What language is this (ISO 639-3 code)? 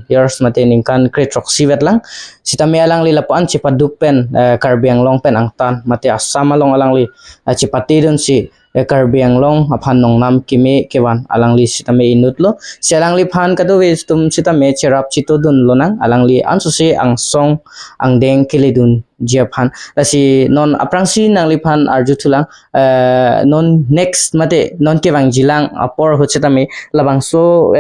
mjw